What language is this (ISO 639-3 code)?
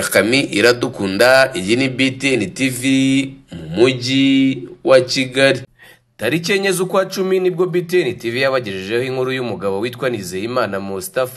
kin